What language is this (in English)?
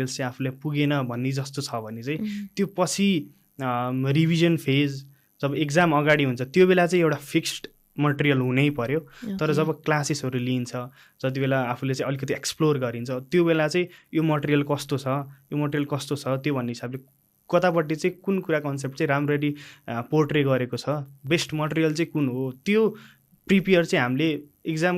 Nepali